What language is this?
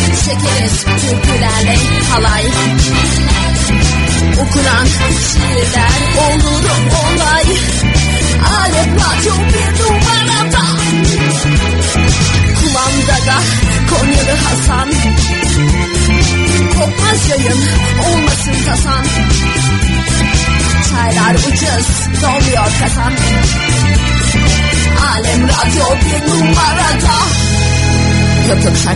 Turkish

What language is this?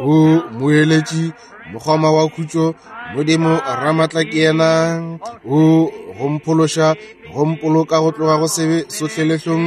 Northern Sotho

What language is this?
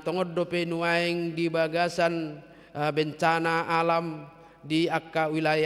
Batak Toba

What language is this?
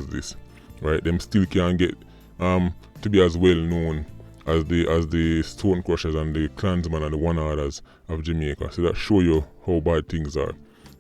Jamaican Creole English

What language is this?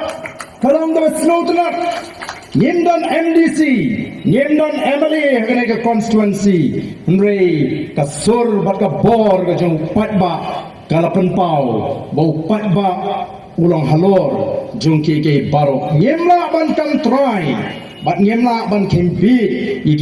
Khasi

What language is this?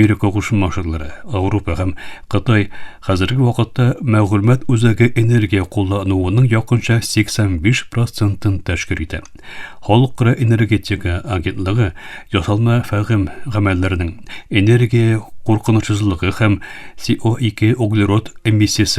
Tatar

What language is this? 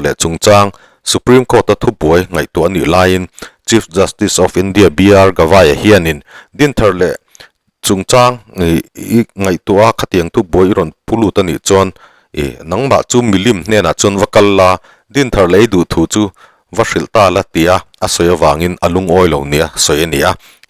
Mizo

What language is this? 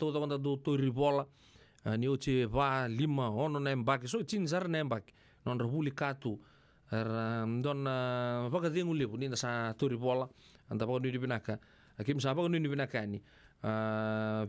Fijian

